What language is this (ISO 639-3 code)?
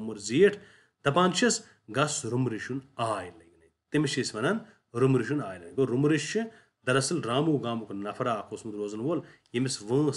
kas